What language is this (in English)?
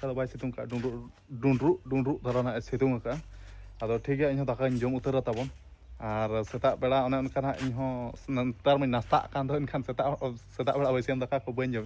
Santali